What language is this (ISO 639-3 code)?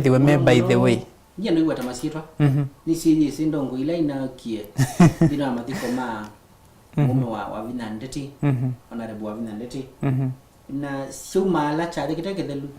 kam